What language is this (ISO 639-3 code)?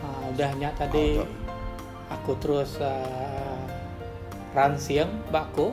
iba